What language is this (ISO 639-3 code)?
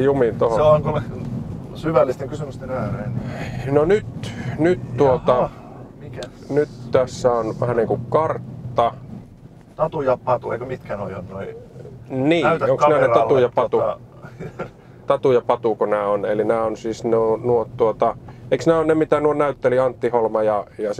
fin